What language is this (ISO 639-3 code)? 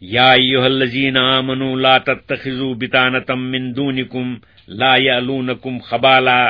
kas